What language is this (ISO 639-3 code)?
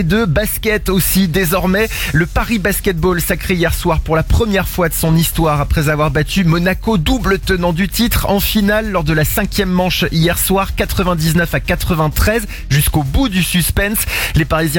fra